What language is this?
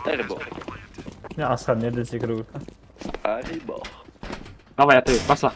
Kara-Kalpak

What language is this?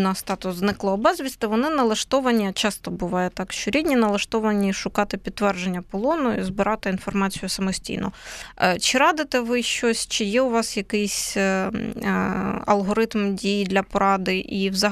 Ukrainian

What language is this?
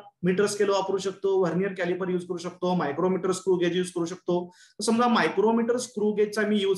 Marathi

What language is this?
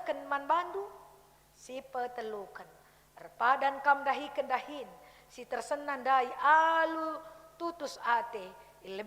Batak Karo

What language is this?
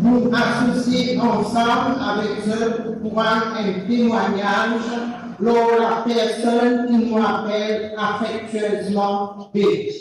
Morisyen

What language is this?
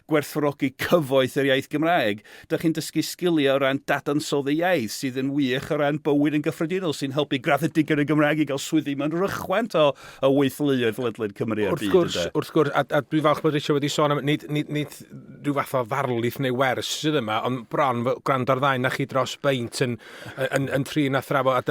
Welsh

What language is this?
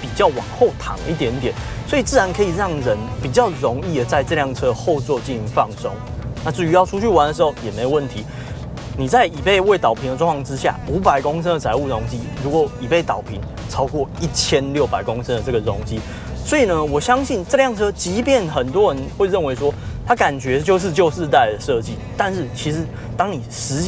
Chinese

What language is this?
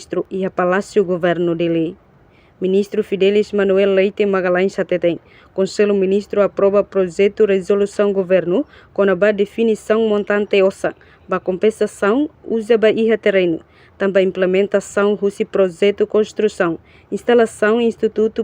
Tetum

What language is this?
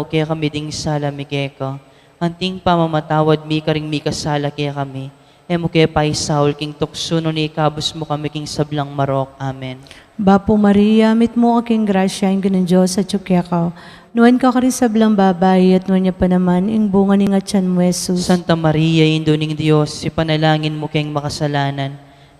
Pampanga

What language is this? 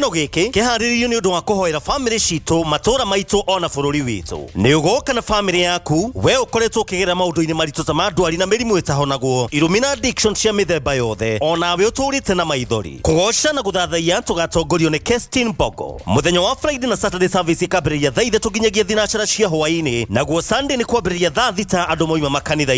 Kikuyu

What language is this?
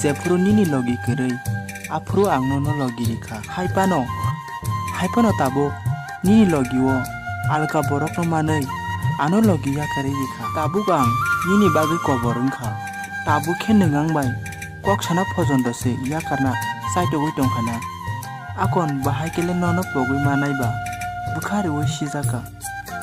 Kok Borok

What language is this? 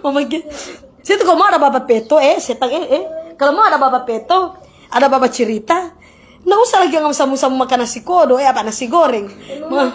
Manado Malay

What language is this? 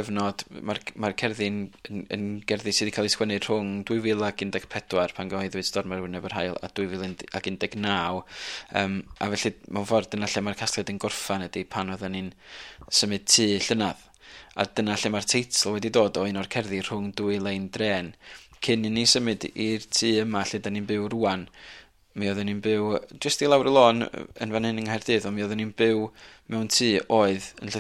Welsh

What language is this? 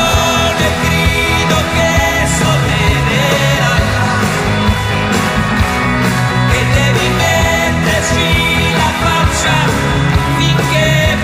Italian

